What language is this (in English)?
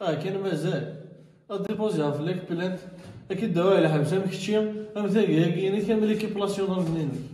Kabyle